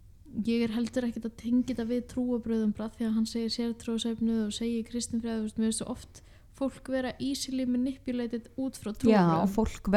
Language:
Icelandic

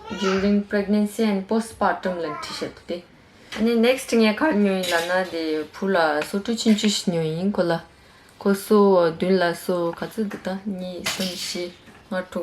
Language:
Tibetan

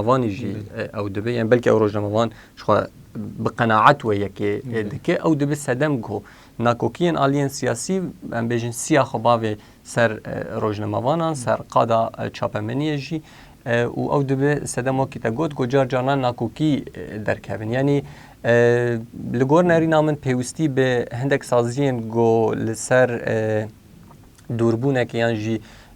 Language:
Kurdish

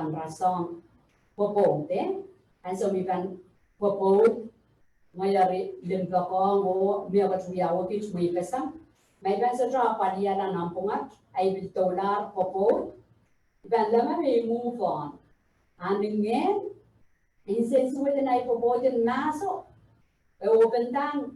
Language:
Pohnpeian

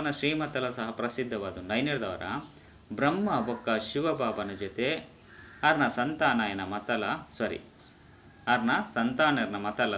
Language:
Tulu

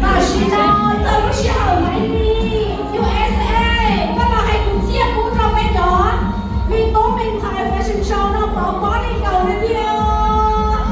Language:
Hmong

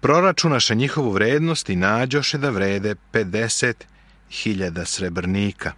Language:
Serbian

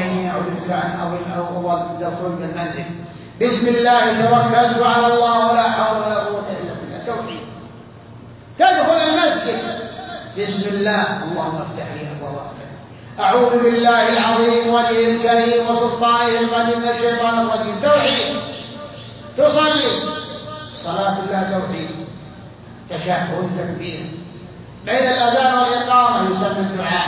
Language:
Arabic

